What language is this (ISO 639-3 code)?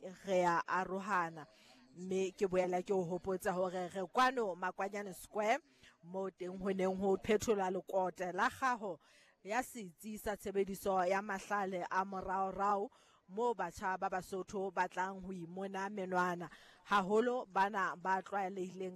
sot